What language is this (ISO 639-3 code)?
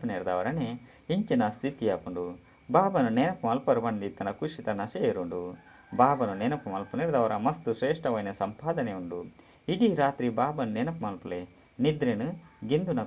tcy